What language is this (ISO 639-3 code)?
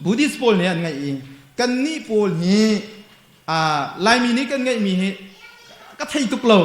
cnh